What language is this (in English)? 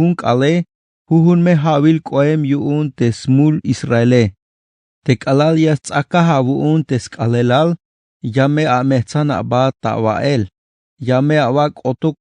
Tzeltal